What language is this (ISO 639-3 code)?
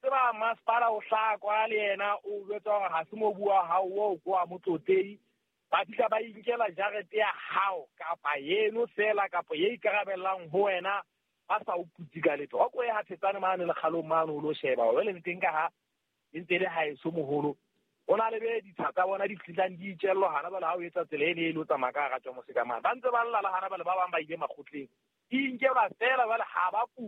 sot